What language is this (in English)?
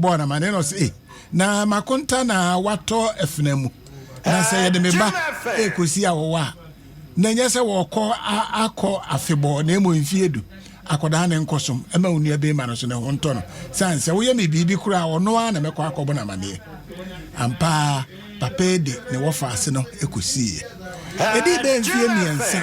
Akan